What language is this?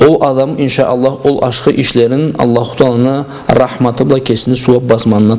Karachay-Balkar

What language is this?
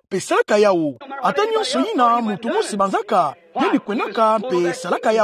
Kituba (Democratic Republic of Congo)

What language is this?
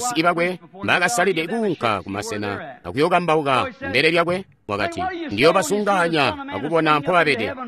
Tonga (Zambia)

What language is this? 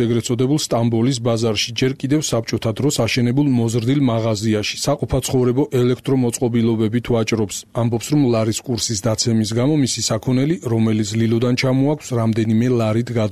Georgian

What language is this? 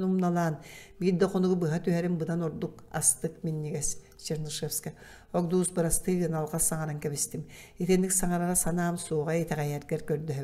Yakut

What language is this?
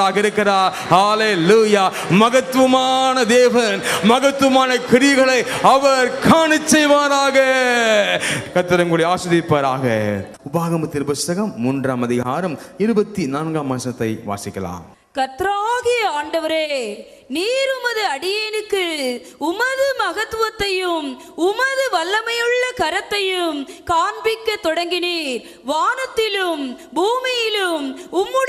Tamil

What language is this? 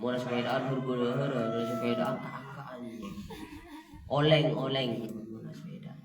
Madurese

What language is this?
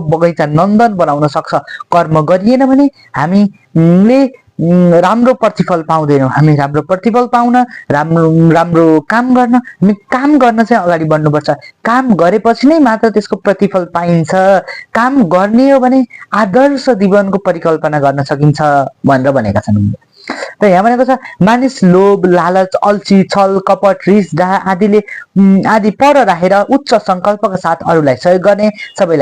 Nepali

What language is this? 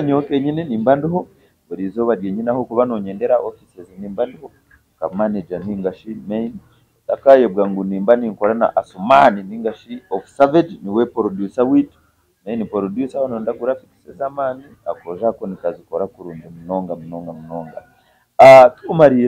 Nyankole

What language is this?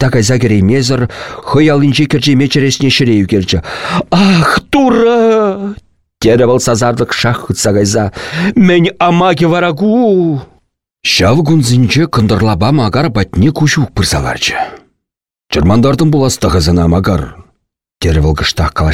Chuvash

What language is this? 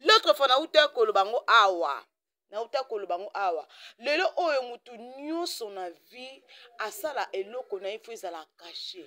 Lingala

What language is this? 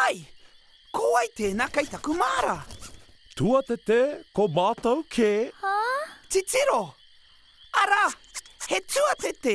Māori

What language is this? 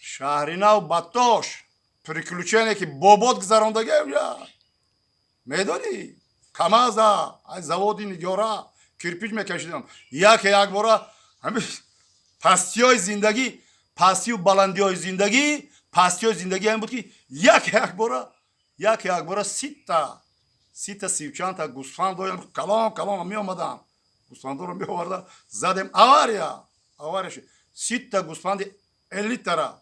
Tajik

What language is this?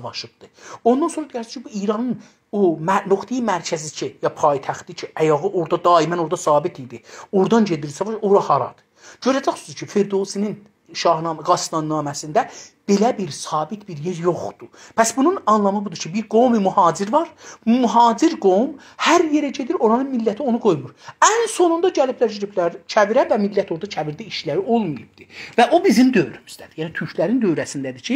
South Azerbaijani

